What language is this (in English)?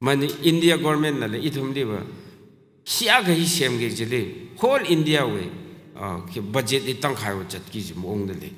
Tangkhul Naga (India)